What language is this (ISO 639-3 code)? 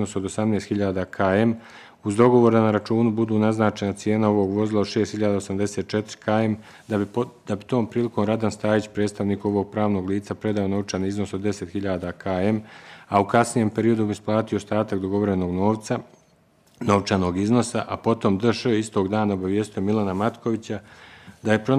bos